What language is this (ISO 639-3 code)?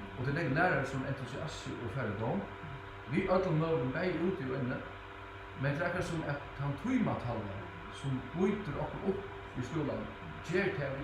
fao